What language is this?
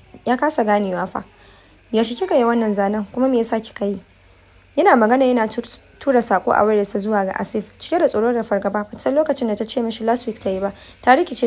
Hausa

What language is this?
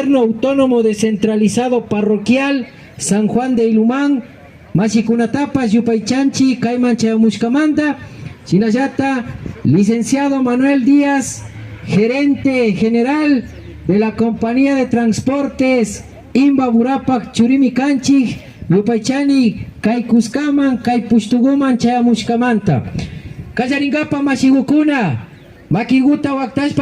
Imbabura Highland Quichua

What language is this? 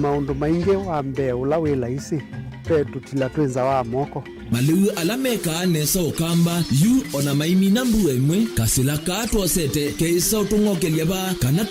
Kamba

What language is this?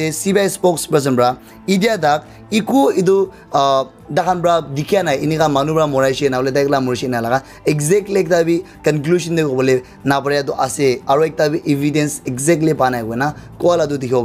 Naga Pidgin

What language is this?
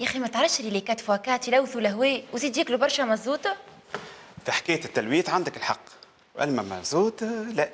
Tunisian Arabic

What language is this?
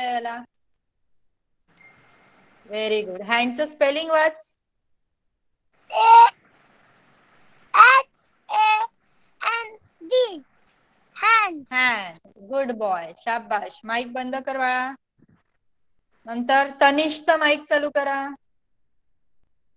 Marathi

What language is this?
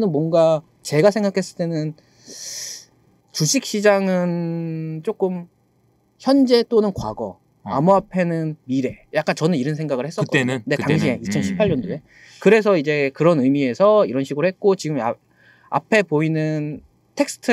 Korean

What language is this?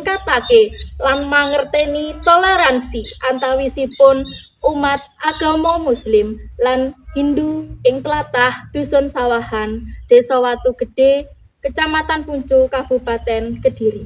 Javanese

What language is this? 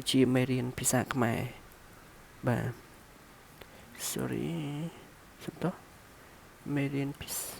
Khmer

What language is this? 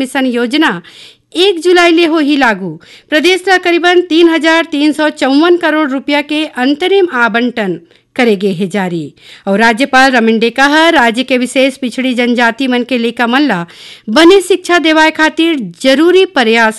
Chhattisgarhi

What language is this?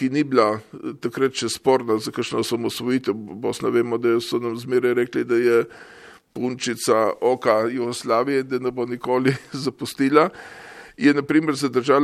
Slovenian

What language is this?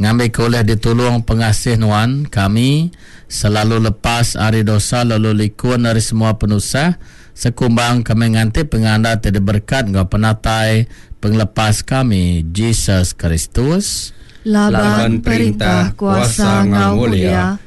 Iban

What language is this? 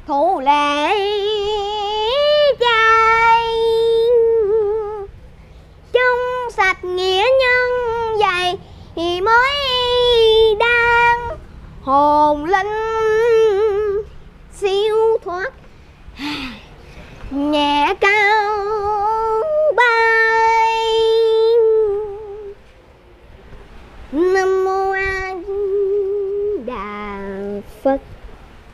Vietnamese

